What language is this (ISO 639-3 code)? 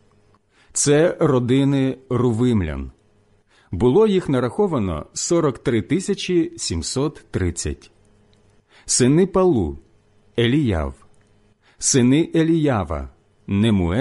ukr